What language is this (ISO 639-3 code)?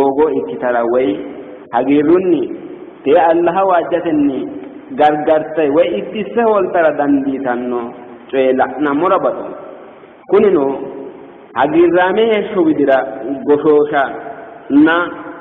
sid